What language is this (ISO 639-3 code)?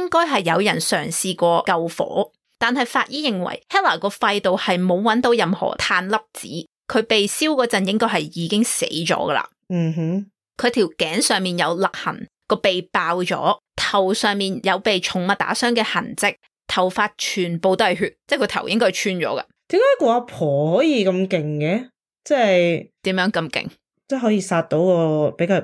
yue